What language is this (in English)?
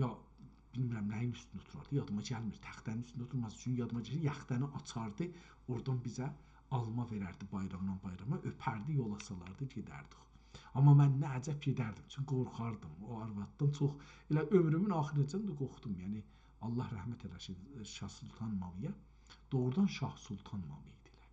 South Azerbaijani